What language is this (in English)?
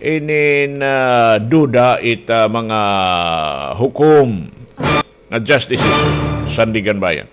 Waray